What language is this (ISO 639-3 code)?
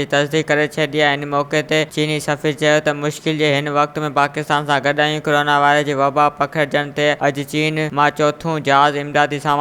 snd